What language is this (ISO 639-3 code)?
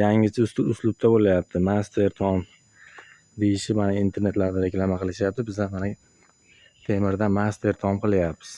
uzb